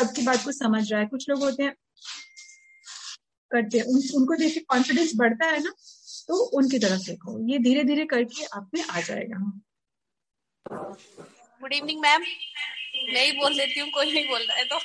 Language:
Hindi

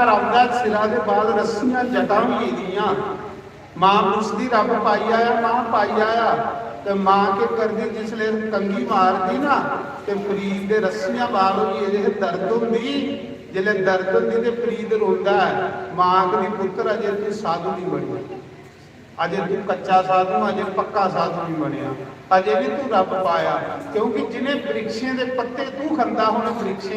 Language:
Dogri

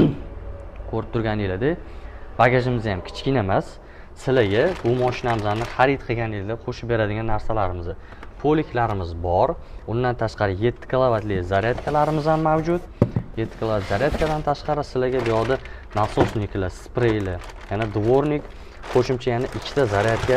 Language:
Uzbek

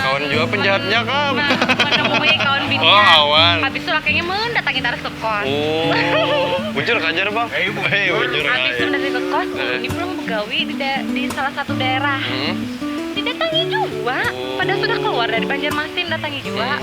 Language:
Banjar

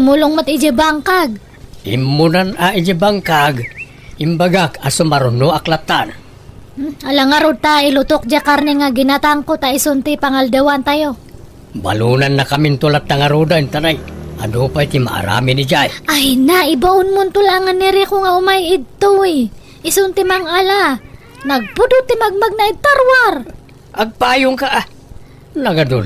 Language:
Iloko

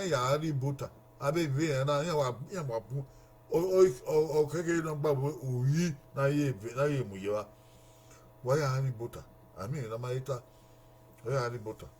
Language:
Bini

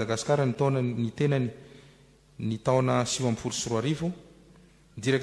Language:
Malagasy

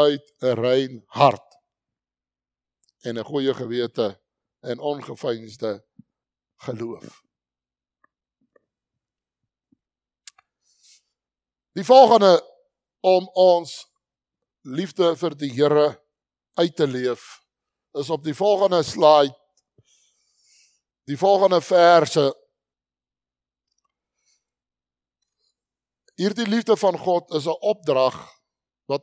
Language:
Afrikaans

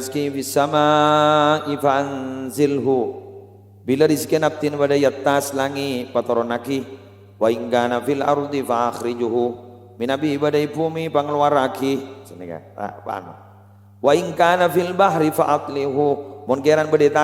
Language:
Madurese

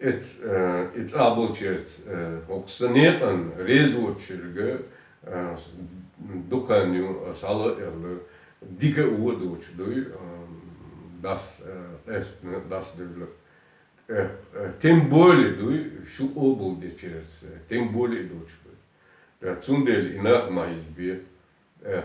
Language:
Chechen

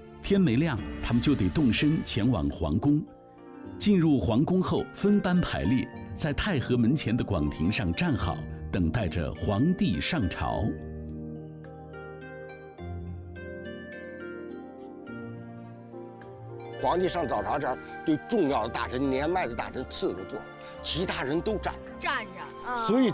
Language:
Chinese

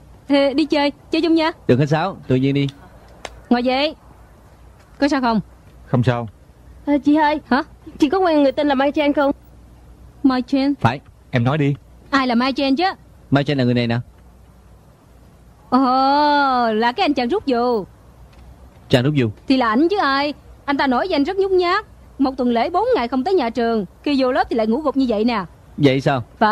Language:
Vietnamese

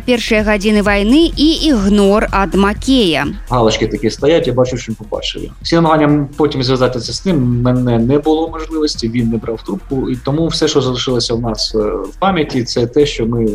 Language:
Belarusian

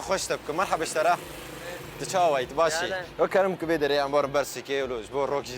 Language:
Kurdish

